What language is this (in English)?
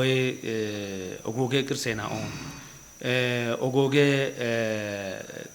Kafa